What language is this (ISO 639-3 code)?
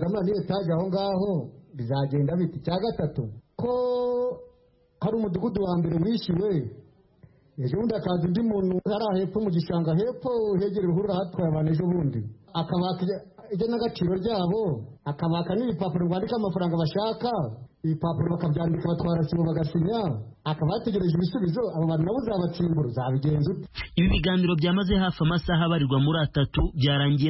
kin